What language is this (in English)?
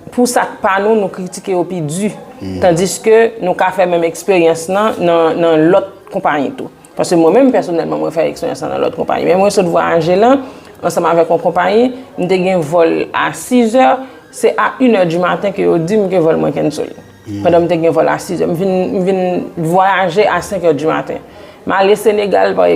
Haitian Creole